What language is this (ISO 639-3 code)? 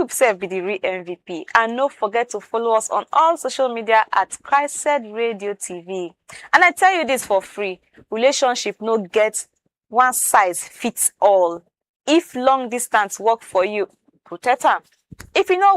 pcm